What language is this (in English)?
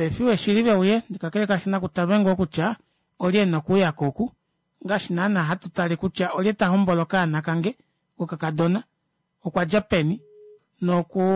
Kuanyama